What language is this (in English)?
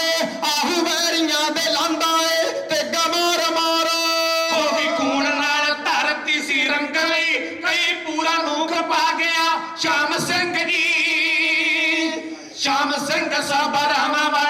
Punjabi